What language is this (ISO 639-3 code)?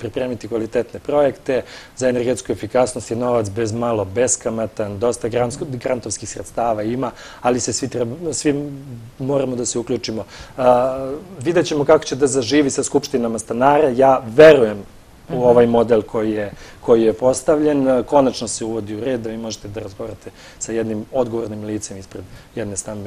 srp